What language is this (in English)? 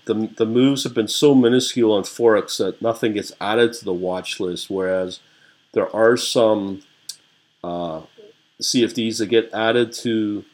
English